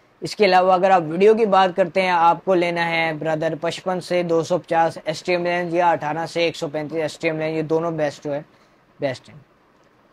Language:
Hindi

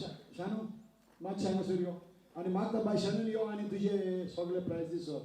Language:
Konkani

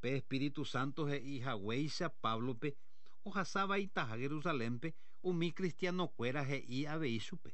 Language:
Guarani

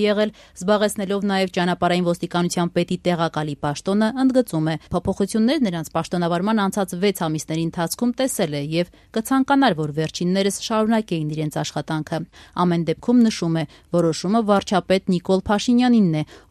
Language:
Armenian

